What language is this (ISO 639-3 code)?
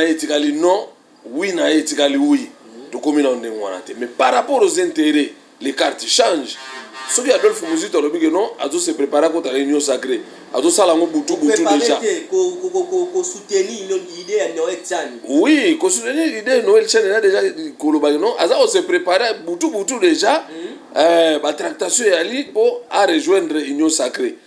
lin